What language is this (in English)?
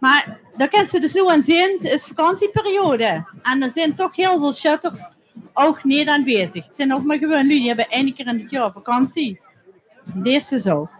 Limburgish